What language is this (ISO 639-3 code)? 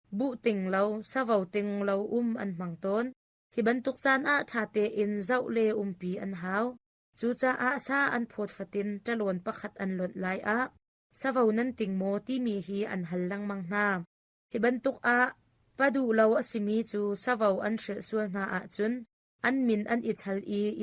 cnh